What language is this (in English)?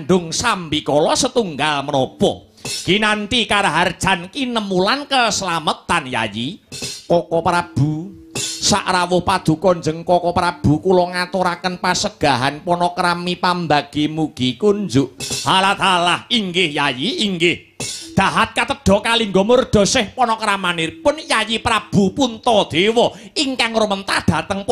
Javanese